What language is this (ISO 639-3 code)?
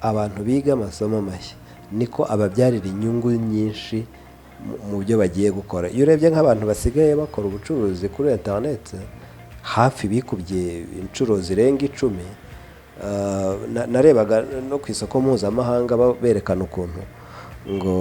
kin